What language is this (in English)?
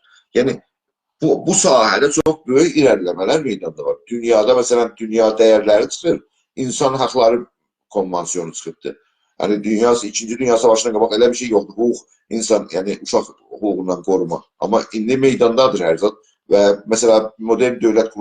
South Azerbaijani